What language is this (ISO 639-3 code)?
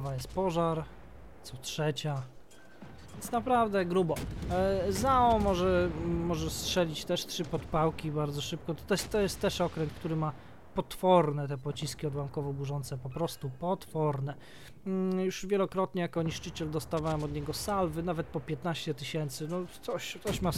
pol